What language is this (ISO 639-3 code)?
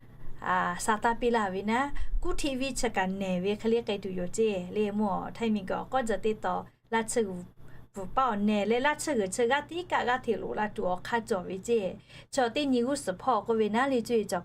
lhu